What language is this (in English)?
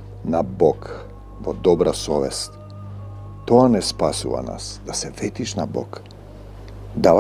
Macedonian